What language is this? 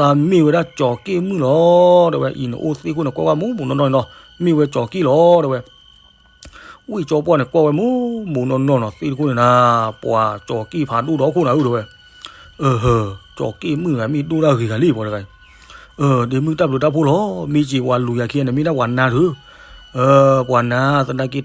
S'gaw Karen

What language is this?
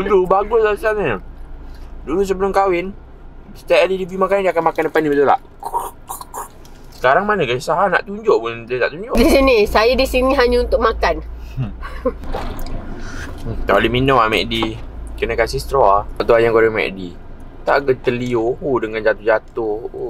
Malay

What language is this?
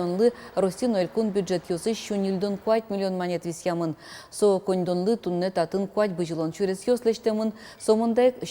Udmurt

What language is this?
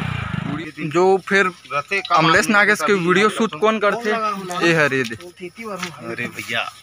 Chhattisgarhi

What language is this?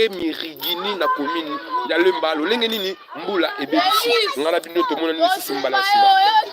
Lingala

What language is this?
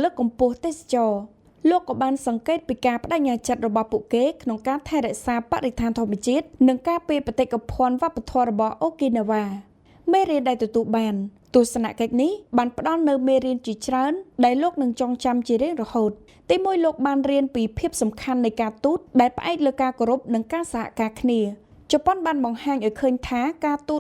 Khmer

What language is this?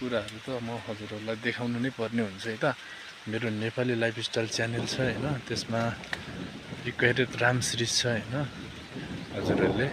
Nepali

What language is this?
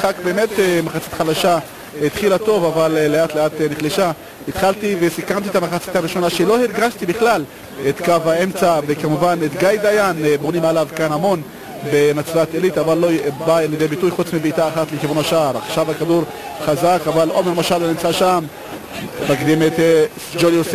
Hebrew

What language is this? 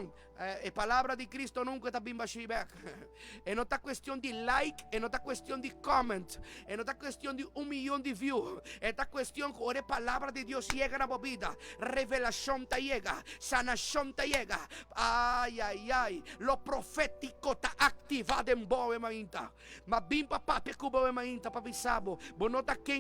Papiamento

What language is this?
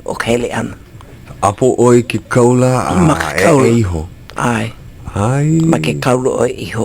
Hawaiian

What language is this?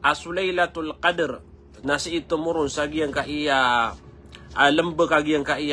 Maranao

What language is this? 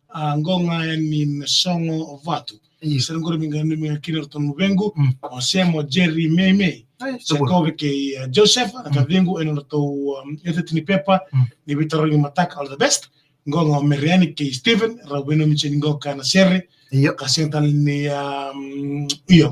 Fijian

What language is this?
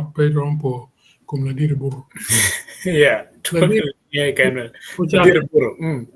Acoli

